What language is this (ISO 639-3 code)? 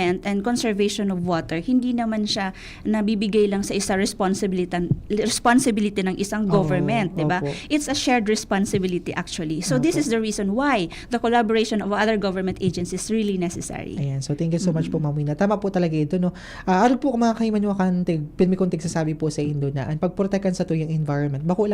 bik